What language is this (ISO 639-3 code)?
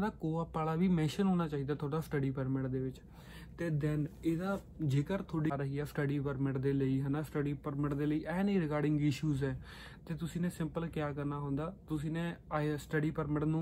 pan